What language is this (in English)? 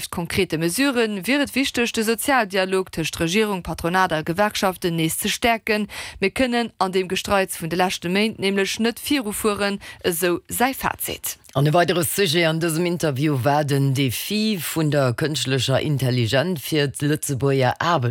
Luxembourgish